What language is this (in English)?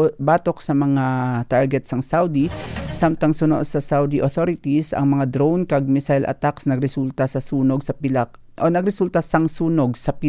Hiligaynon